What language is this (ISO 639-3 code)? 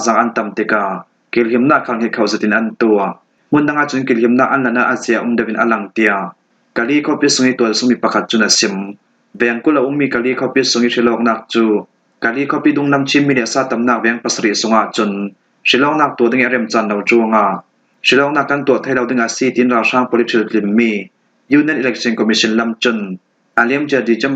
cfm